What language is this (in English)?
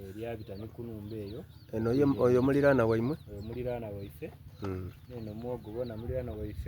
Soga